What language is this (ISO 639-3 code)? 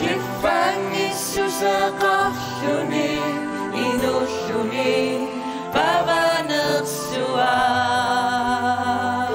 kal